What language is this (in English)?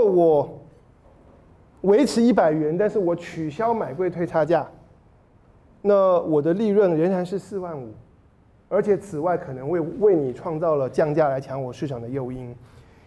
Chinese